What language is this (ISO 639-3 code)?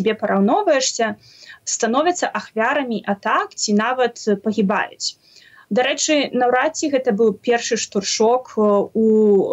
bel